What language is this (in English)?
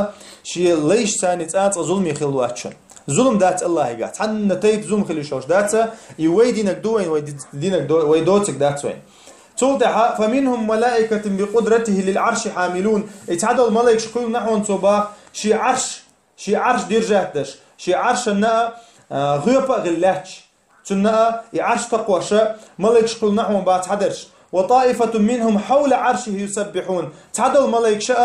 Chechen